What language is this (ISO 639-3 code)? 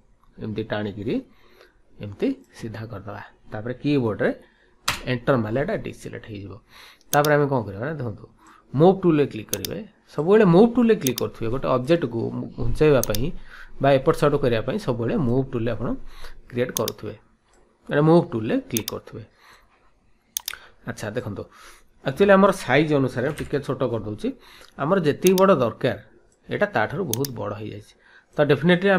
ori